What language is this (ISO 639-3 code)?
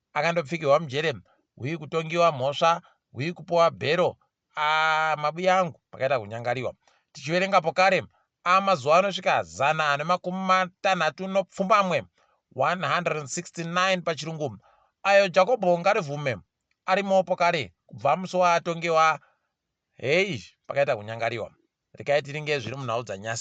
ndc